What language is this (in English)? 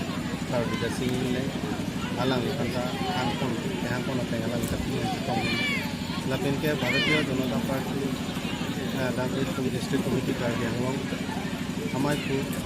Karbi